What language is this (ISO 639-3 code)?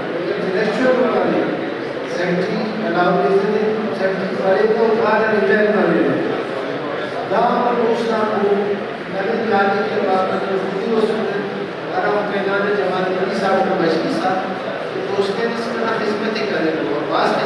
brh